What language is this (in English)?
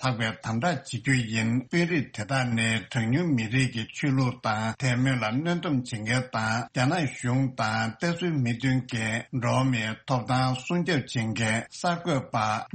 Tibetan